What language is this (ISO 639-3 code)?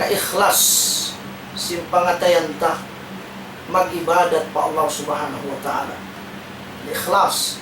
tsg